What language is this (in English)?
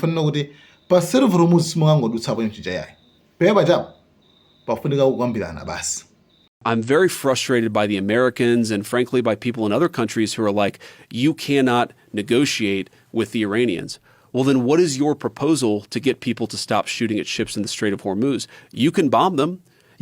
Nyanja